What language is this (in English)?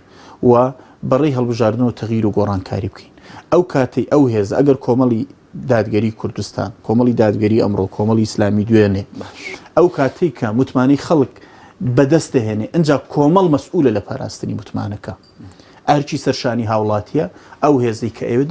Central Kurdish